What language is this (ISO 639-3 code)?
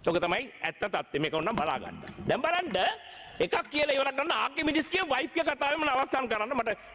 sin